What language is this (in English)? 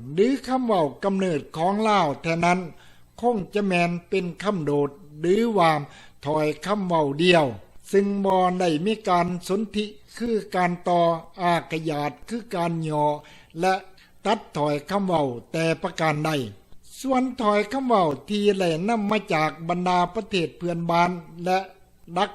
Lao